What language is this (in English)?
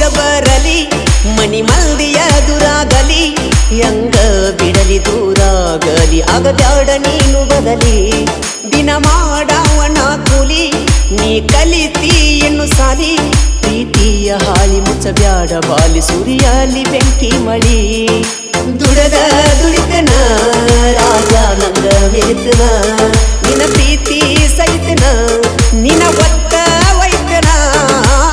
Kannada